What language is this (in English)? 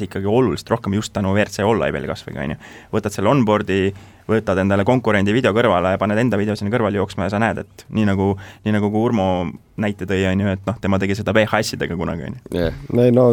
Estonian